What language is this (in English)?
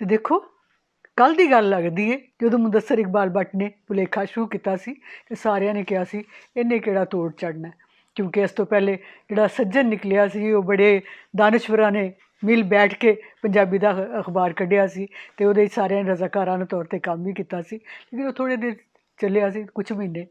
Western Panjabi